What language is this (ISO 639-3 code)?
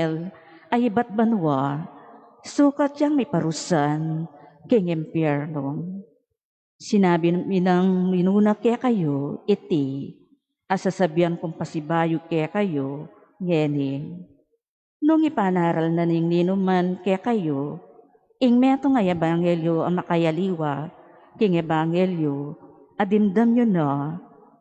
pam